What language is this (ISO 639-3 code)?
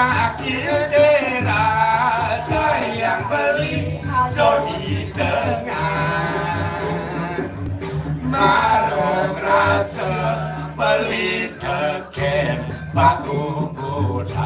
ban